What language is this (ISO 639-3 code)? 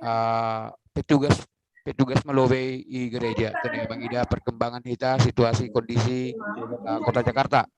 bts